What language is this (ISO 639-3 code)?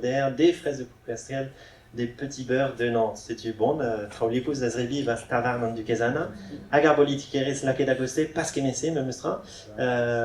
bre